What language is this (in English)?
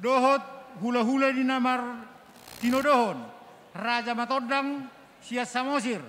Batak Toba